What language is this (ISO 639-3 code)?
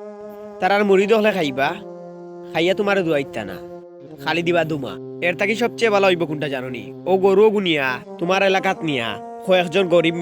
syl